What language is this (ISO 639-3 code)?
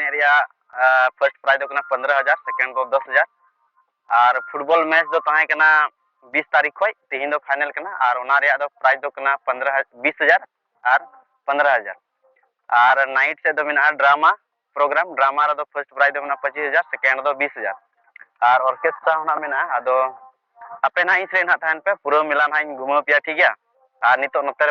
sat